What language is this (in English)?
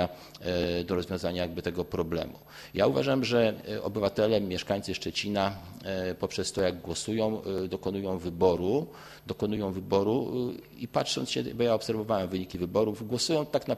Polish